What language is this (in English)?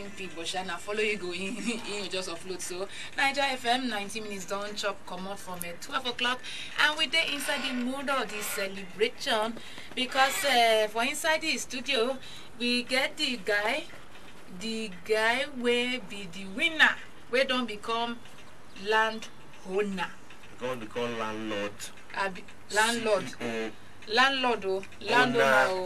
Nigerian Pidgin